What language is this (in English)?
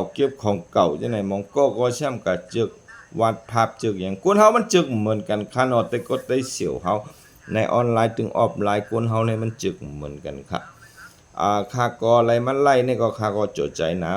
Shan